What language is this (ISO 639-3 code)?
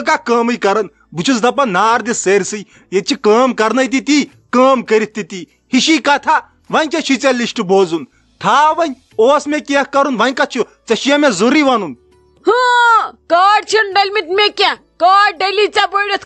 kas